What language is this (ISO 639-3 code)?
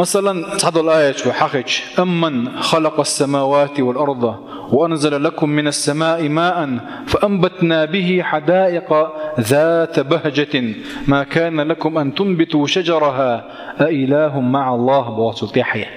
che